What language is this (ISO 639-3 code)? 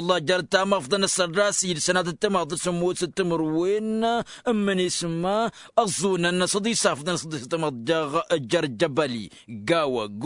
taq